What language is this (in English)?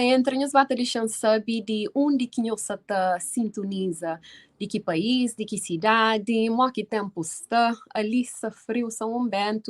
Kabuverdianu